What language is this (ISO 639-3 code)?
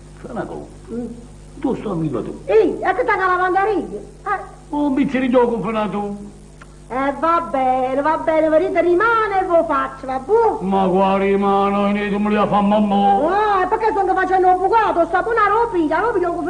nap